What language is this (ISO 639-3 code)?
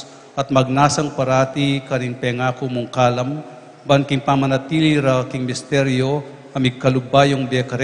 pam